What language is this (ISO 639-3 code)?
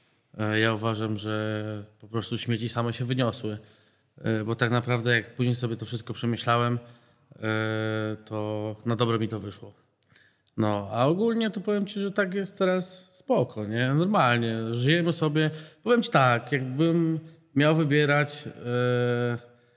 pol